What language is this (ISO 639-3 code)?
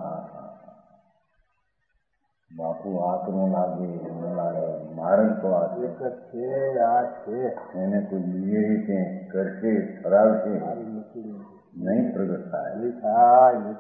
guj